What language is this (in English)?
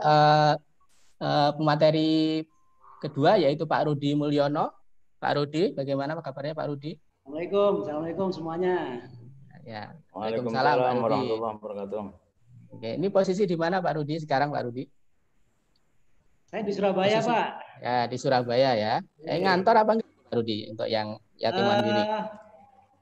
Indonesian